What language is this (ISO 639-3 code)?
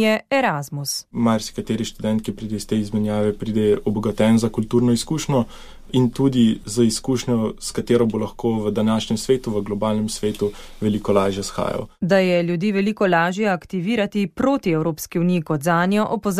slv